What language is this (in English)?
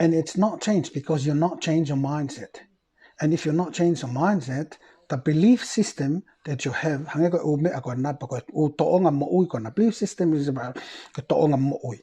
Tongan